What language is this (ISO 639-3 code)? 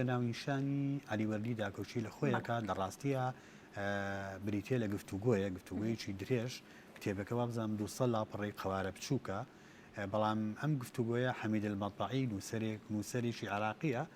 ckb